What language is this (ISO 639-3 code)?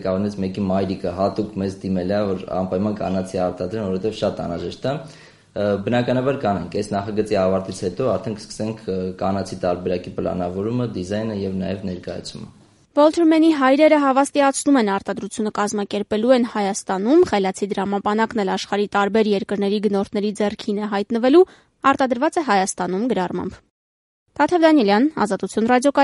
hye